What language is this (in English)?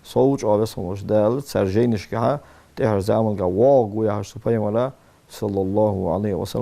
Ingush